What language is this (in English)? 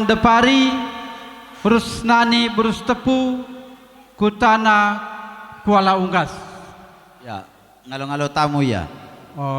Batak Karo